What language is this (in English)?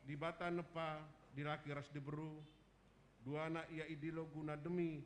Batak Karo